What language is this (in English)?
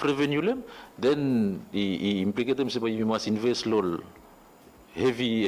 Bislama